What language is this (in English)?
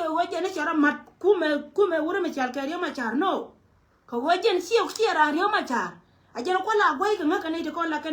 Nuer